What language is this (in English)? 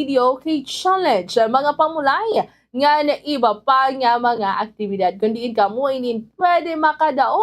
Waray